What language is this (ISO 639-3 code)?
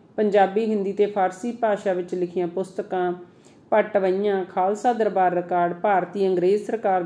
pan